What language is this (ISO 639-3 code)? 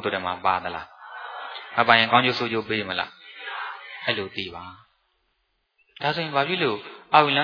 mya